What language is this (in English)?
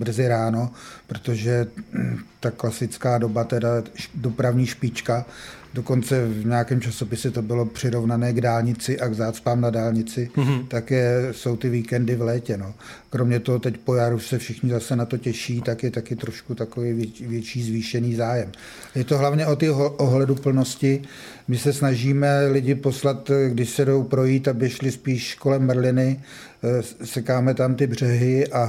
Czech